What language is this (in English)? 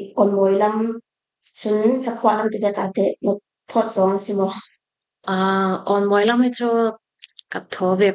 Falam Chin